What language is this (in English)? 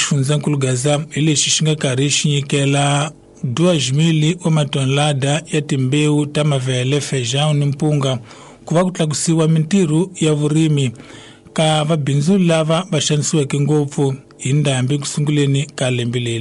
Tsonga